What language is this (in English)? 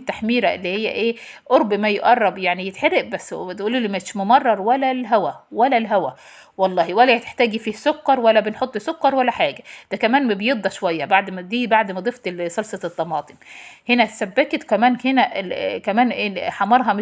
Egyptian Arabic